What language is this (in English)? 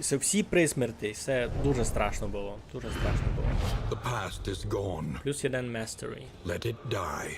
Rusyn